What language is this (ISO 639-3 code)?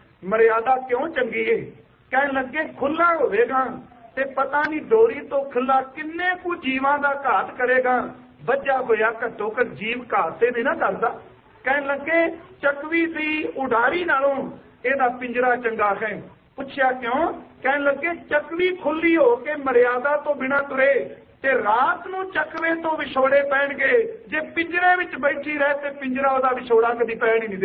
pan